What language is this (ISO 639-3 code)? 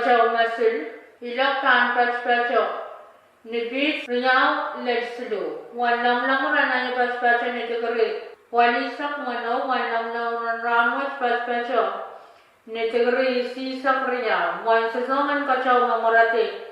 pon